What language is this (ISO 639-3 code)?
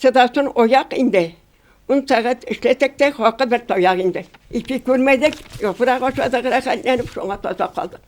tat